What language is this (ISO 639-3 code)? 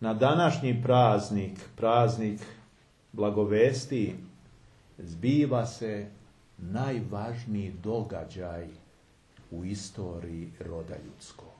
srp